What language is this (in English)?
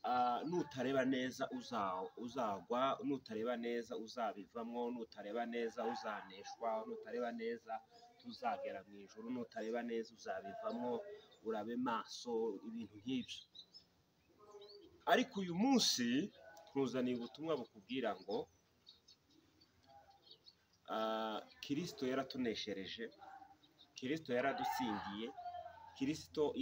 Kinyarwanda